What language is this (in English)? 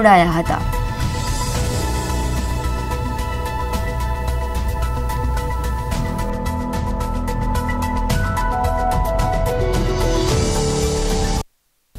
Gujarati